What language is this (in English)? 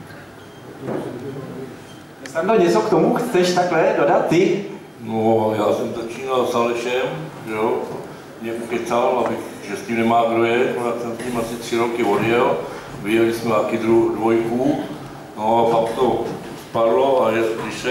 Czech